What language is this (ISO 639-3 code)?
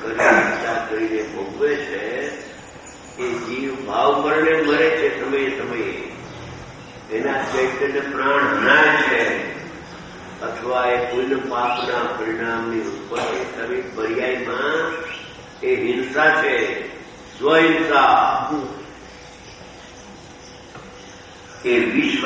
guj